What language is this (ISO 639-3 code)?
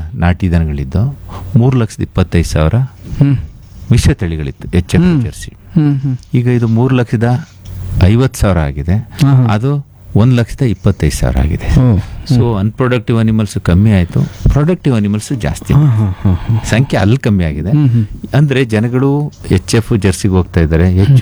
kan